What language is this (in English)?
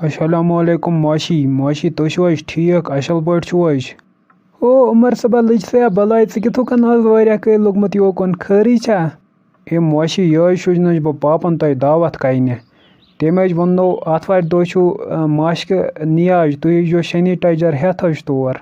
Kashmiri